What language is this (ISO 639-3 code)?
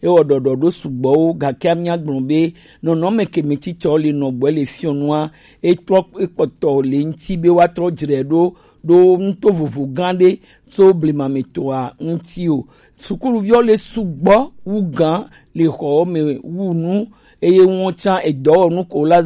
gej